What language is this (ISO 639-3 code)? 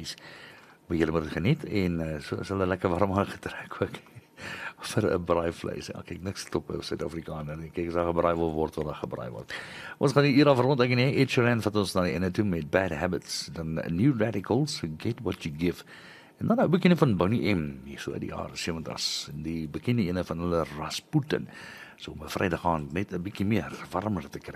afr